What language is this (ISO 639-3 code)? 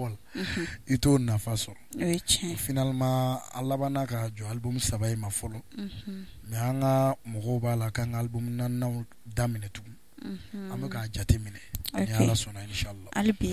bam